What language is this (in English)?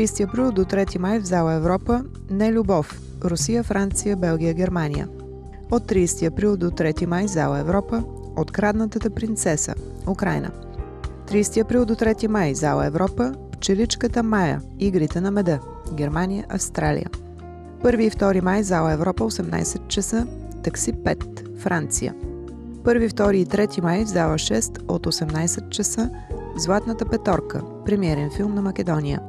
Bulgarian